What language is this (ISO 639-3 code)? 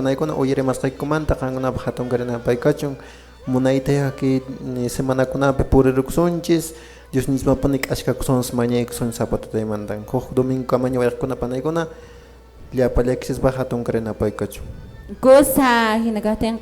que